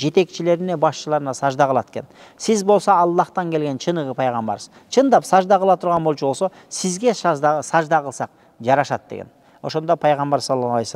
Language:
Kyrgyz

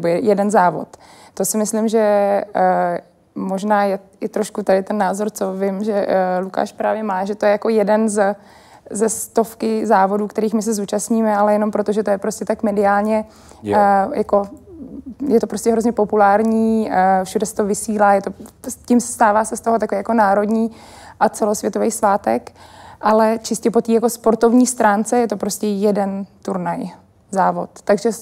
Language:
Czech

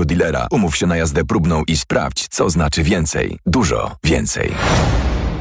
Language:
Polish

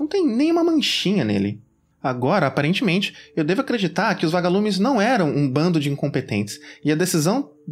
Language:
Portuguese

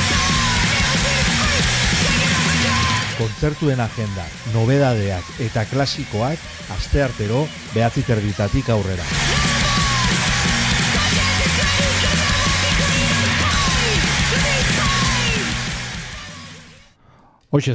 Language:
Basque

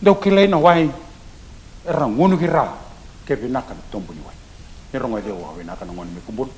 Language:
Fijian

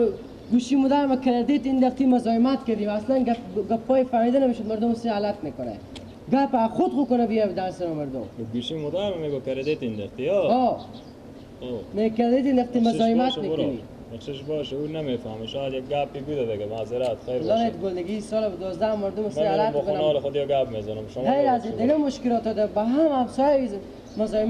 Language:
Persian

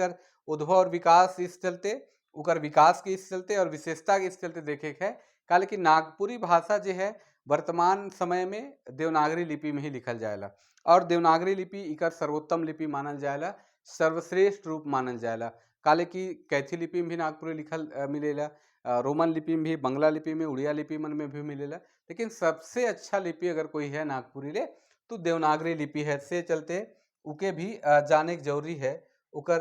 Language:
Sadri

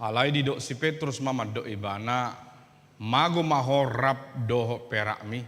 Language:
Batak Toba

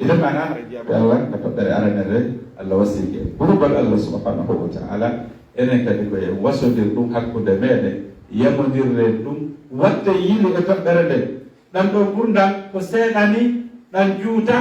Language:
Fula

